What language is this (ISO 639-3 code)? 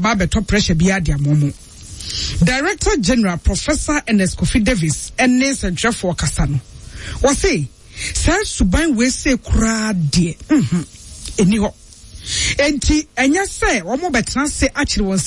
aka